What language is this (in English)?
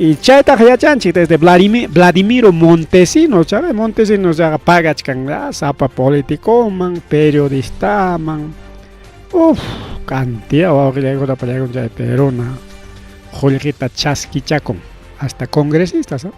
Ayacucho Quechua